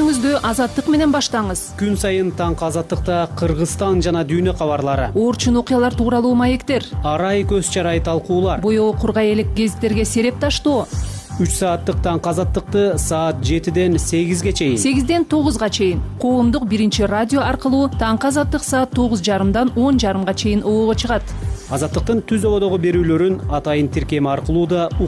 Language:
Kyrgyz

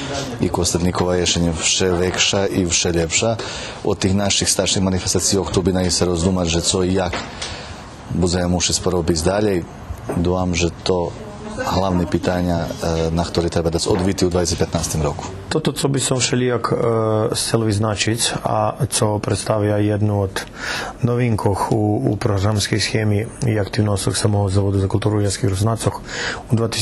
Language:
Rusyn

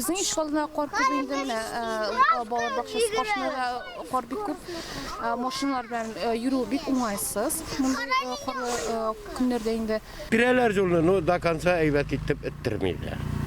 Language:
Tatar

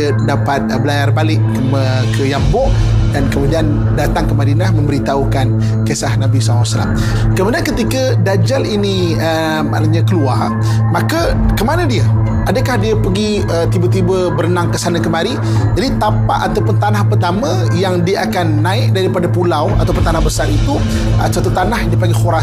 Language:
Malay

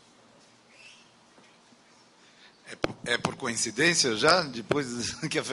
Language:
Portuguese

